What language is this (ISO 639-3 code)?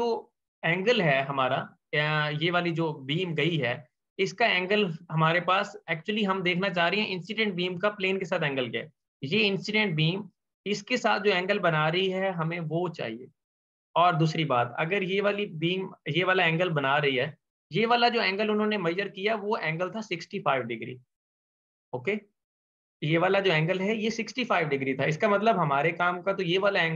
hin